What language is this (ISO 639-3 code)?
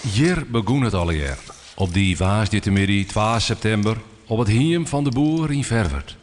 fry